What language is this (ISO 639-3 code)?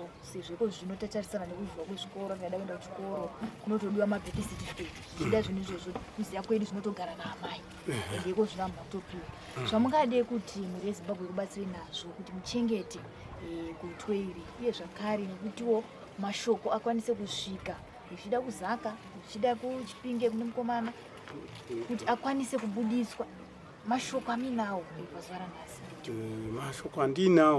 sna